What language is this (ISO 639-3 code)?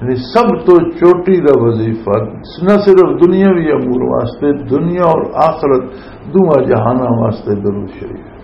lah